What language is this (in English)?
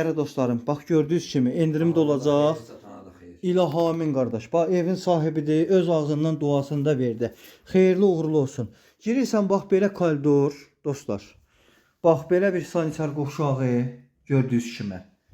Azerbaijani